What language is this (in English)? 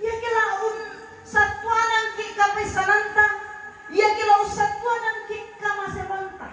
Toraja-Sa'dan